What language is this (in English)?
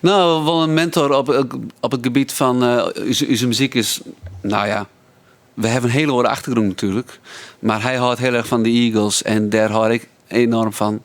Western Frisian